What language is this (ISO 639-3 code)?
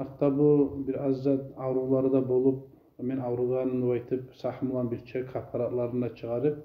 kum